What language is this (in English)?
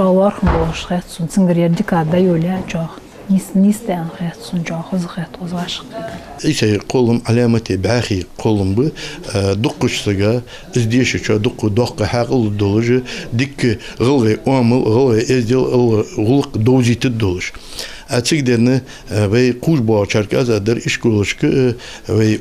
Ingush